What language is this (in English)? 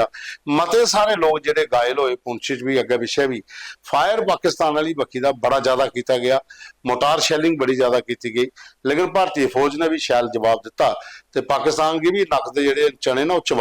Dogri